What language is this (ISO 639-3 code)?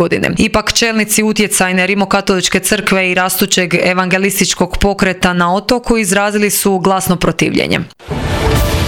hrv